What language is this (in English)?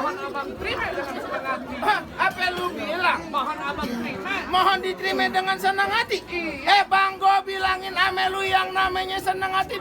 Betawi